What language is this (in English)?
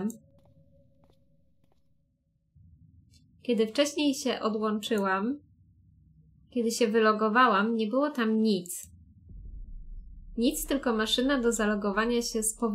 Polish